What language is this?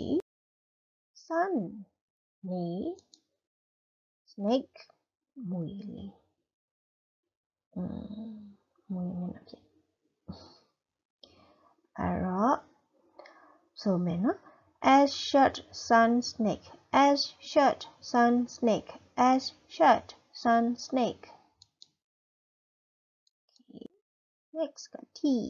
Burmese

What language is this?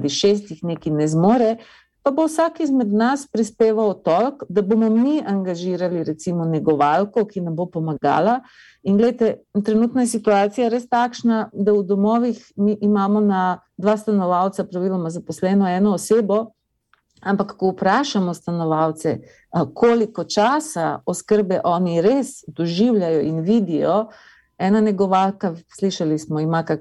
Slovenian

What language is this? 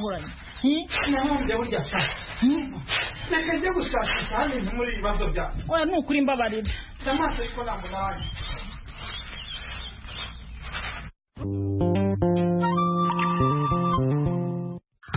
Kinyarwanda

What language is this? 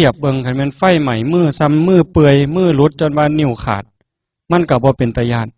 Northeastern Thai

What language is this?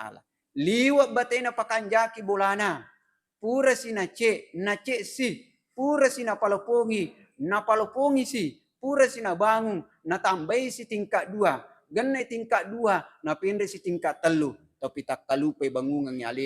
Buginese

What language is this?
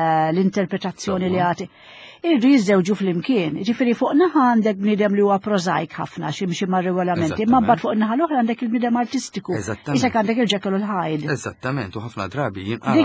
Maltese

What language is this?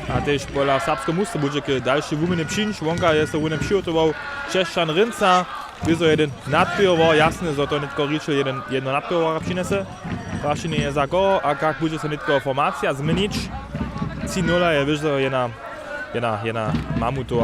Upper Sorbian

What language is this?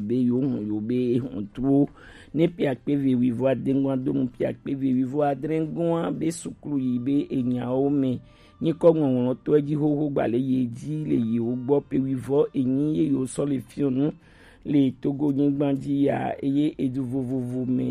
Gen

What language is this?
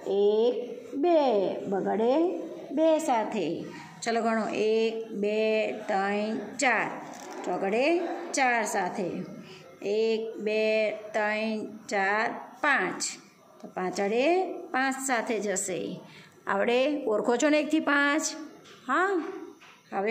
Gujarati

